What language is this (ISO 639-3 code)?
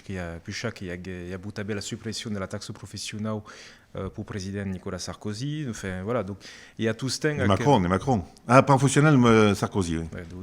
oci